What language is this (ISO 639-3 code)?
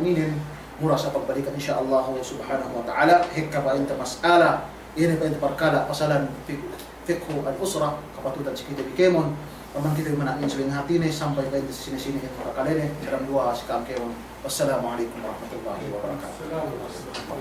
yka